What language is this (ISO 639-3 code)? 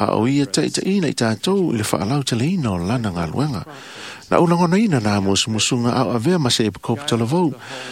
smo